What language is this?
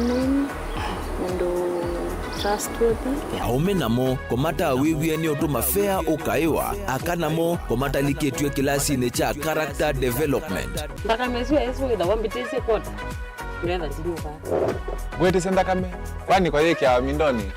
Kamba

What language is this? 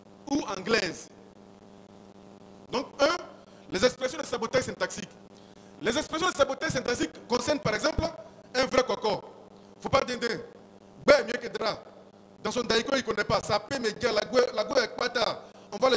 French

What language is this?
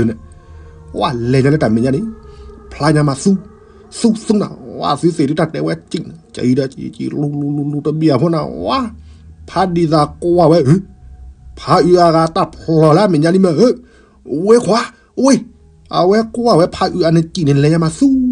S'gaw Karen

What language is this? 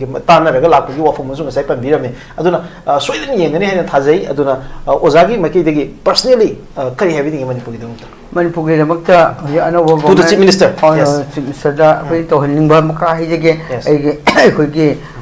Manipuri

